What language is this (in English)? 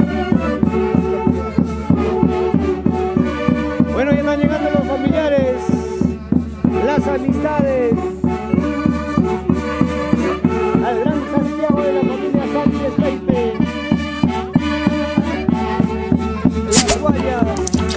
Spanish